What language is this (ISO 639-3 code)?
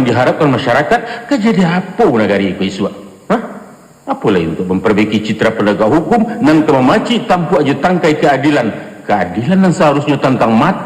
min